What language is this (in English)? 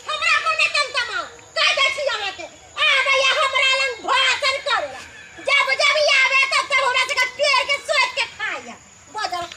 Maithili